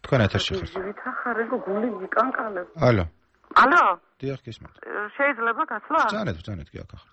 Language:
Georgian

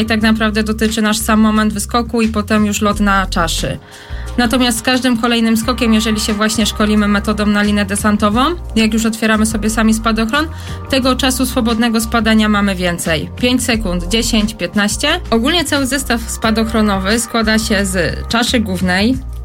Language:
Polish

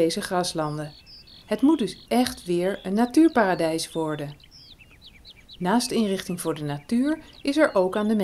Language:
Dutch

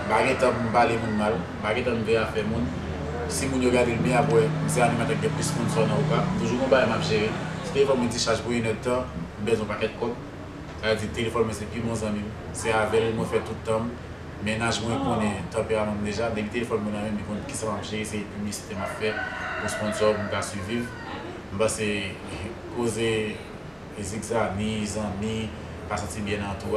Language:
Haitian Creole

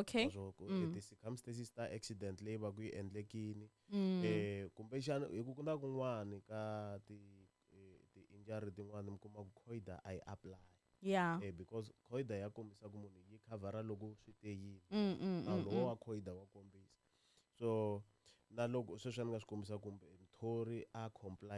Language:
Tsonga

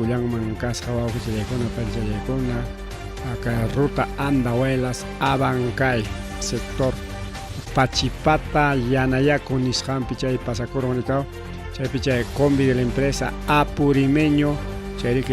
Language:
Ayacucho Quechua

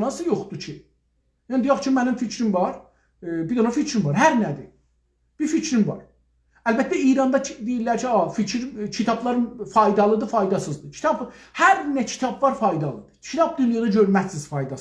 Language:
South Azerbaijani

